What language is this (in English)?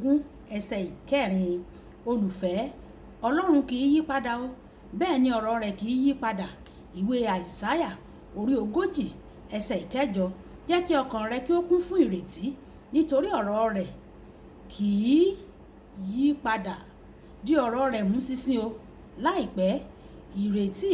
Yoruba